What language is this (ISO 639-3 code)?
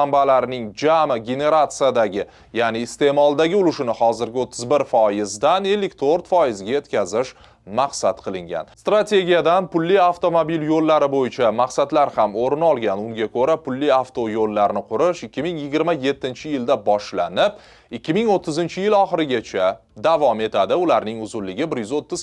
uzb